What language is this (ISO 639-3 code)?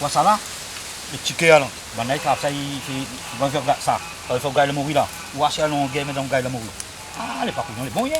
rcf